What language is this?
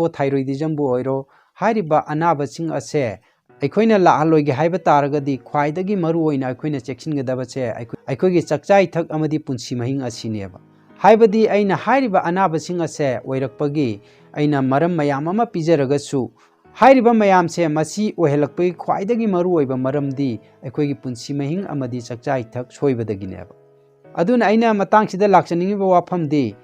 Manipuri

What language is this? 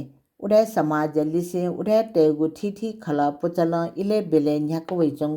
Newari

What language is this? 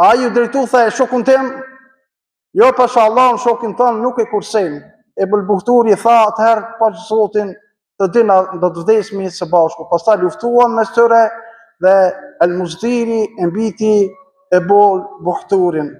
Albanian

